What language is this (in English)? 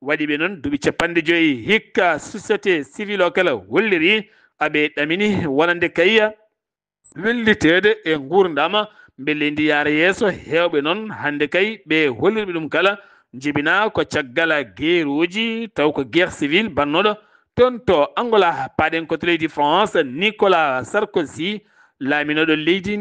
Fula